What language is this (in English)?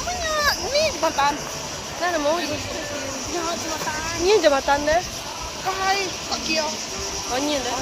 Iban